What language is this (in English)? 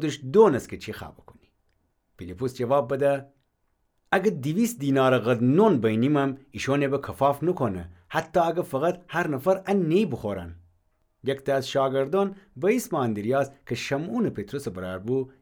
Gilaki